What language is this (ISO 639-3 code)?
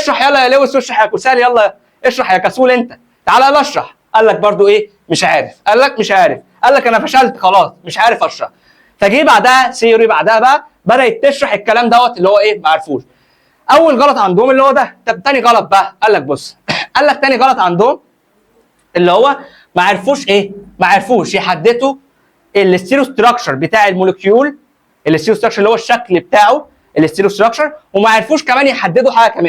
arz